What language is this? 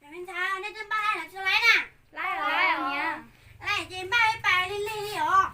Hmong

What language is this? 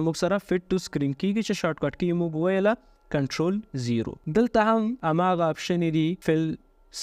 Pashto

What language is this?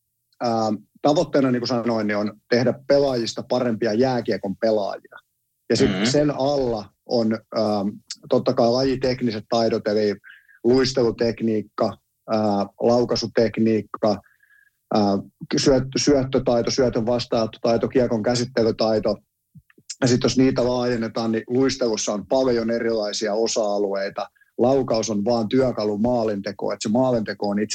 Finnish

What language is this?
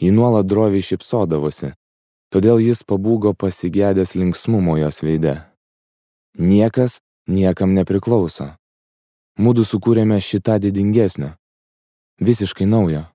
Lithuanian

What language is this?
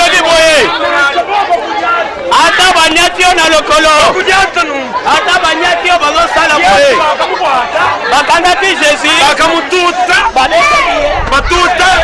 Luba-Lulua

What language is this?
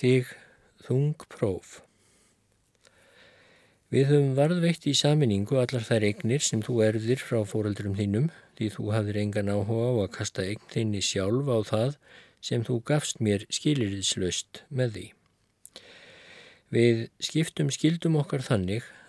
Icelandic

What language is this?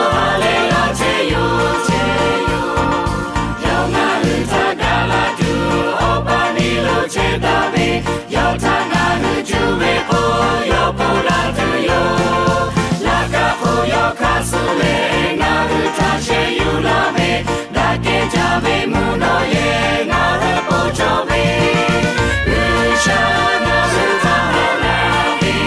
Lahu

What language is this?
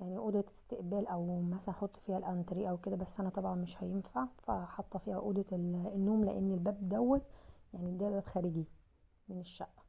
Egyptian Arabic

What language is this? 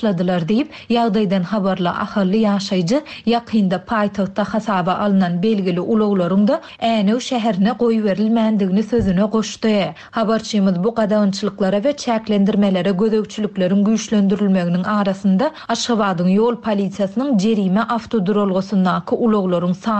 Turkmen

